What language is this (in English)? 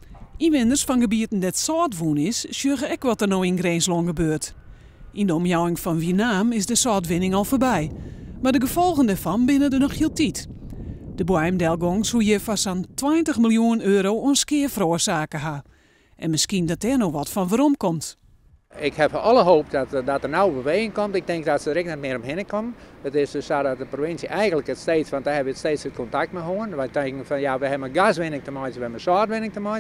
Western Frisian